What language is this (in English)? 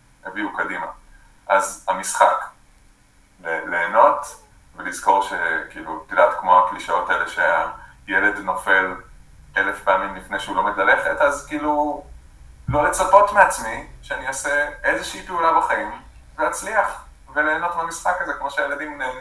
Hebrew